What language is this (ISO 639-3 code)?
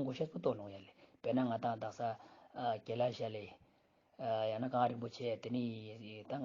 lbj